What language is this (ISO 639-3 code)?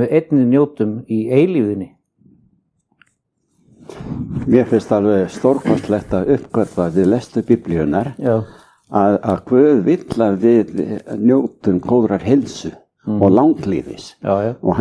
isl